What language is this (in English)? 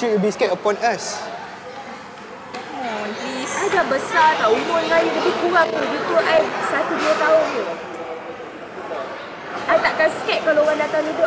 Malay